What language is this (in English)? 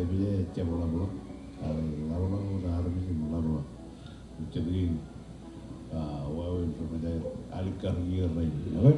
Marshallese